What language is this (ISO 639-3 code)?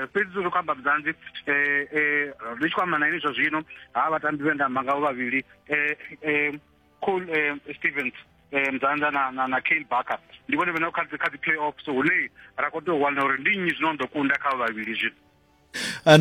ven